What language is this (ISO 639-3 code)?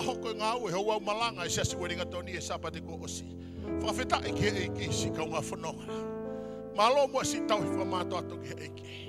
ton